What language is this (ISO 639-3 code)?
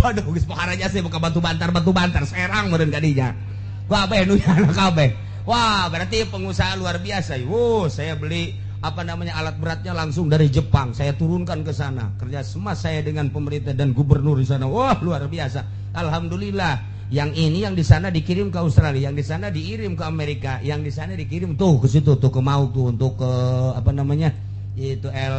sun